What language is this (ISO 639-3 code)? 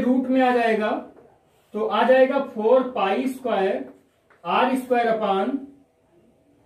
hin